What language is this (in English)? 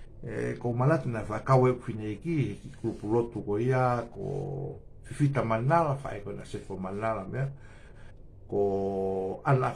Tongan